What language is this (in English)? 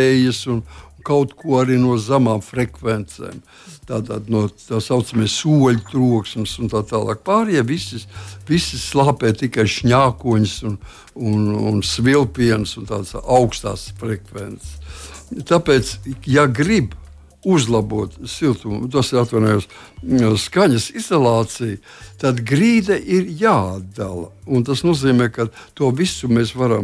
Latvian